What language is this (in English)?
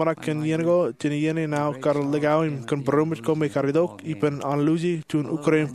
Marshallese